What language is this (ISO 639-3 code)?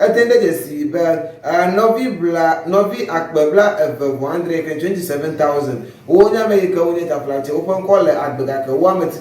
ewe